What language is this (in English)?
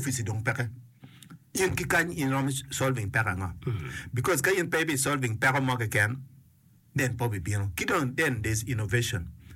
Acoli